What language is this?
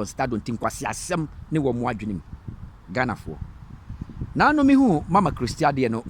Akan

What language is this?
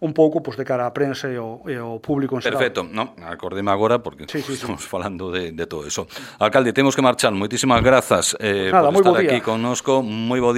Galician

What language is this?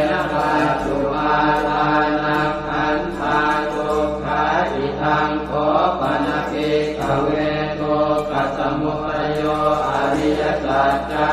Pali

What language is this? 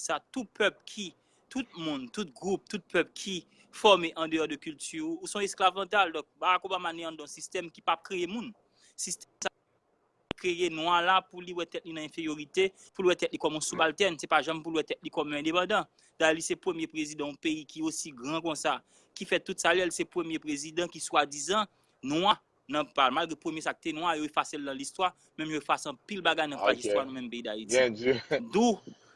Haitian Creole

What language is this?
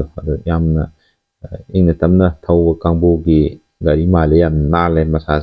Manipuri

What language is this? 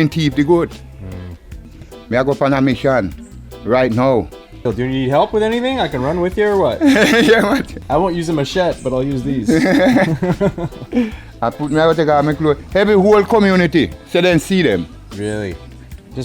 Jamaican Creole English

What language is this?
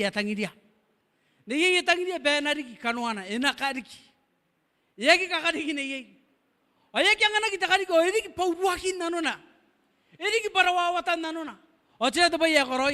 Gilbertese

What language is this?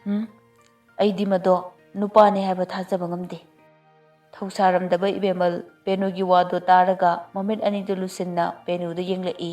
Manipuri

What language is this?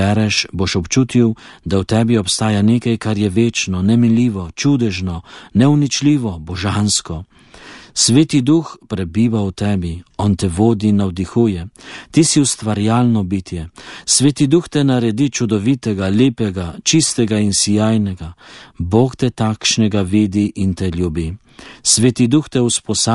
Slovenian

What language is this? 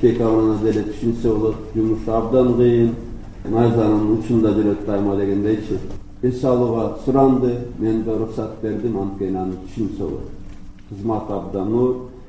Kyrgyz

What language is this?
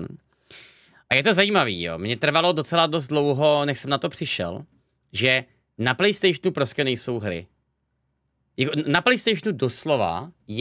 Czech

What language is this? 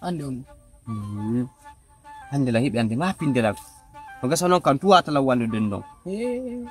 Fula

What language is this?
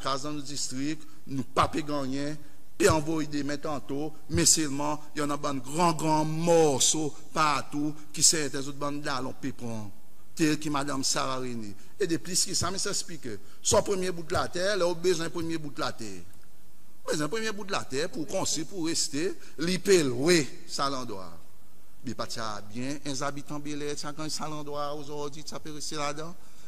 Seselwa Creole French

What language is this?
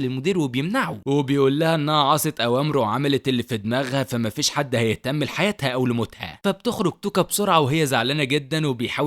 Egyptian Arabic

